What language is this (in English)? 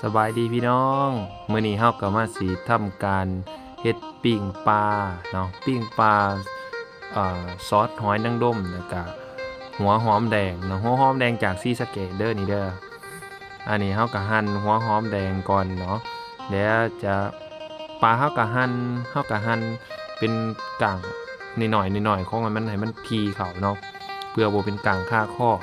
Lao